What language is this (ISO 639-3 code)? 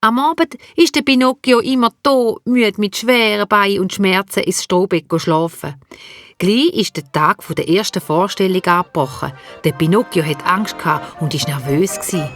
gsw